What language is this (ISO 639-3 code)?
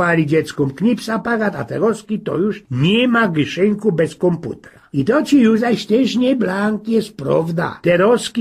szl